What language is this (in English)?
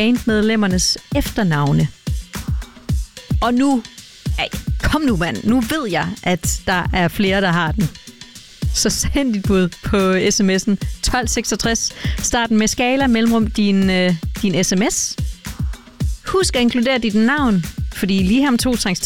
Danish